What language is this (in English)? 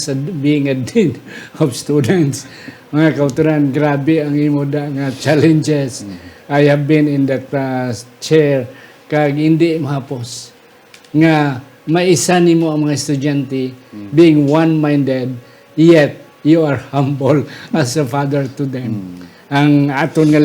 Hiligaynon